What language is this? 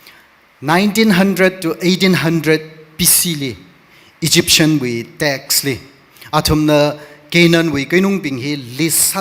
Tangkhul Naga (India)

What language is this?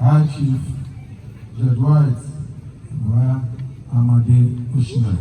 Igbo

